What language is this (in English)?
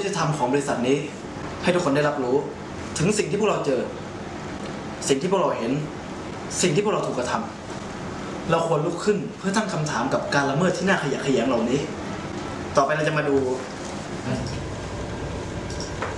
Thai